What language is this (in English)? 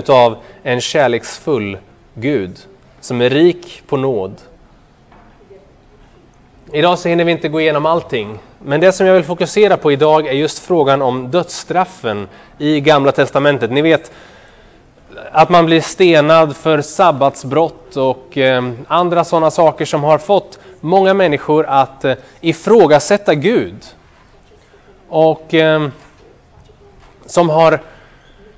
Swedish